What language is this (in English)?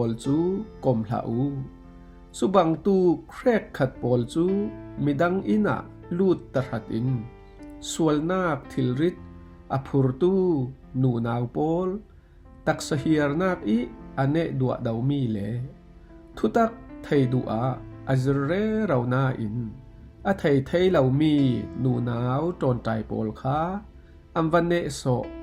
Falam Chin